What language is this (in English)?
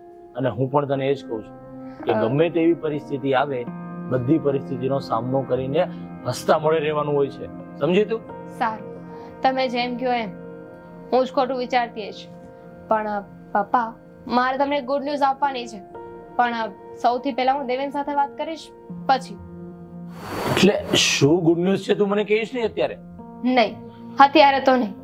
Gujarati